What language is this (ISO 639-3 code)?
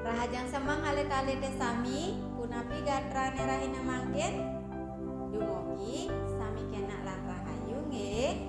ban